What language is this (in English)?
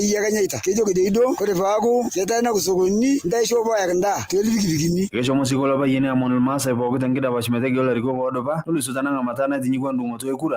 Masai